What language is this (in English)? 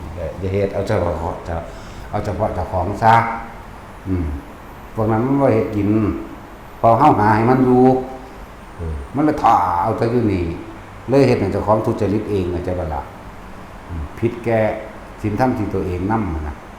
Northeastern Thai